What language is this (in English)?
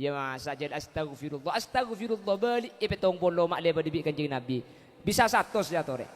Madurese